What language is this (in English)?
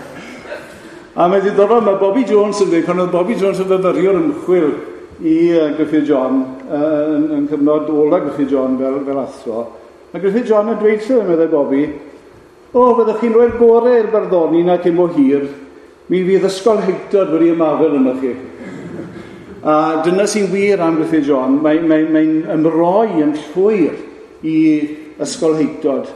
Welsh